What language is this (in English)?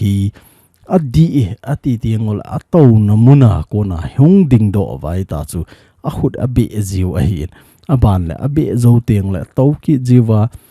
Thado Chin